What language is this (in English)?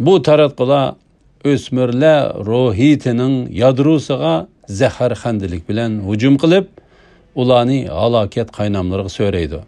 Uyghur